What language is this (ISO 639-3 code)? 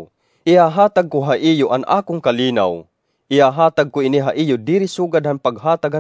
war